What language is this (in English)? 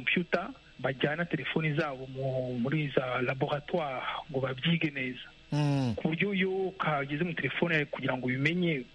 Kinyarwanda